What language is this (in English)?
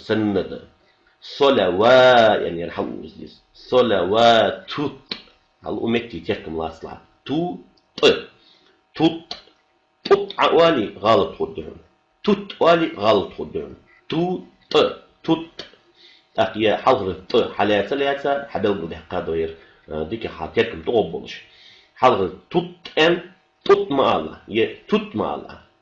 Ingush